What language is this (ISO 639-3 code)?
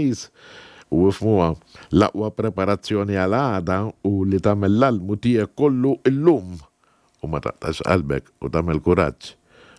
mlt